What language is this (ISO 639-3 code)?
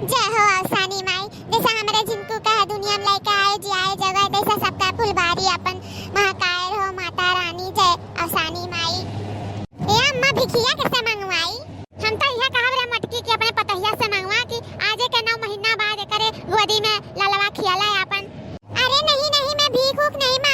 awa